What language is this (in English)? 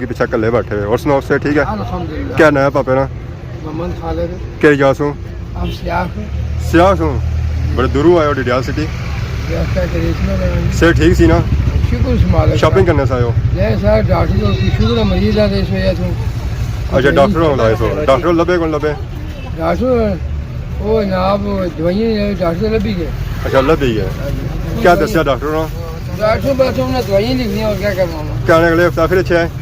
Pahari-Potwari